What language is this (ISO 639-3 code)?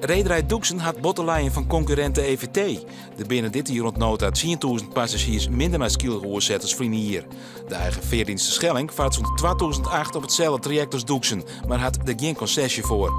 fry